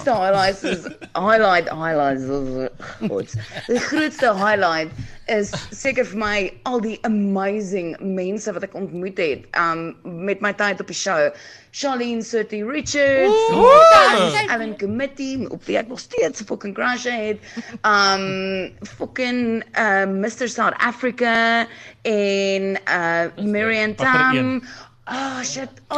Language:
Afrikaans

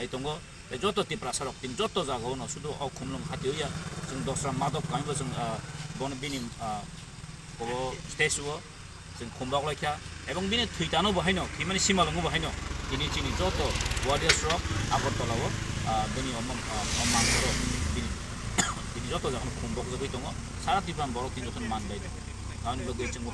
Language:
Kok Borok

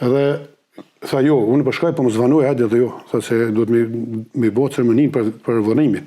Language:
Albanian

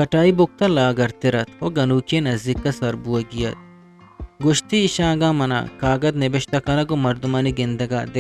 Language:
Eastern Balochi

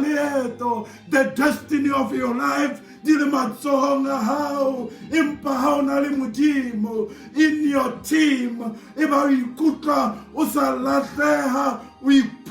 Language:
Southern Sotho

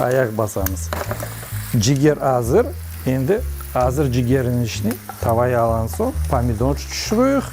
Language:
Crimean Tatar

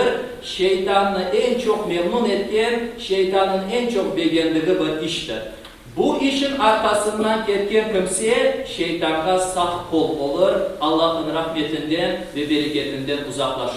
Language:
Crimean Tatar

